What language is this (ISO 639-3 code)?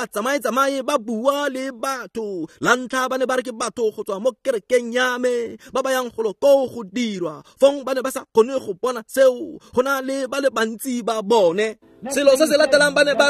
tsn